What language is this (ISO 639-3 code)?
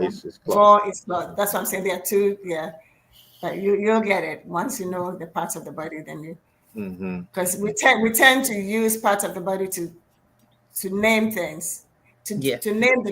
ewe